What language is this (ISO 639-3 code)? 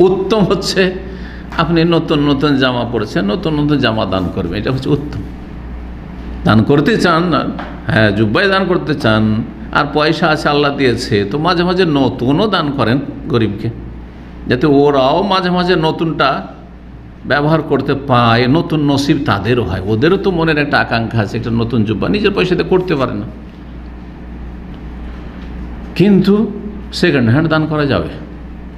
ben